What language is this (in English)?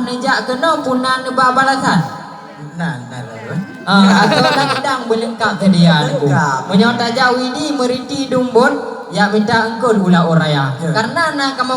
Achinese